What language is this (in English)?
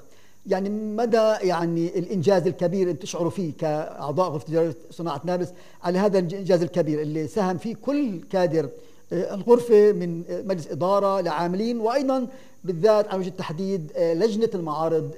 North Levantine Arabic